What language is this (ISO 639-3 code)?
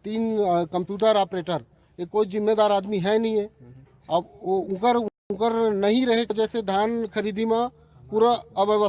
hne